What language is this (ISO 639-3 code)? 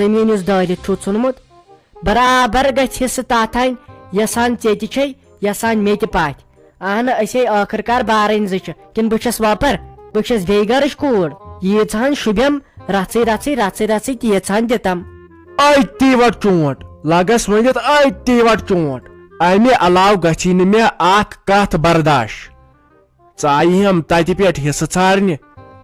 kas